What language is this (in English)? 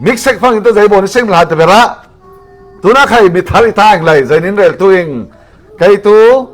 Falam Chin